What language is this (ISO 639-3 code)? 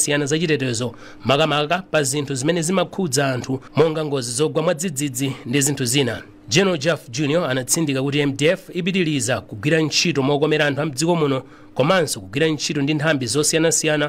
nya